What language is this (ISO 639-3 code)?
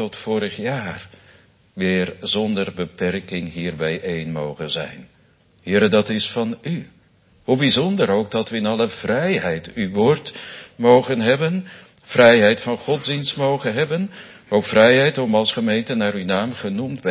nld